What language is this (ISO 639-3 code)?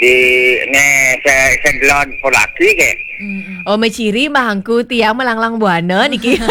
ban